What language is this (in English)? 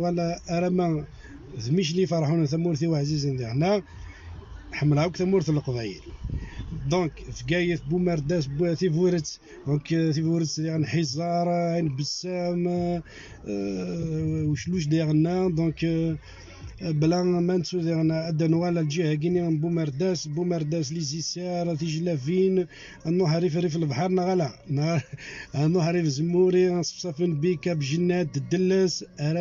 Kabyle